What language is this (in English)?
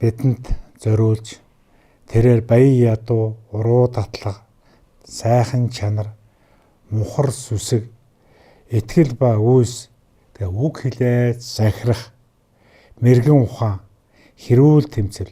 Mongolian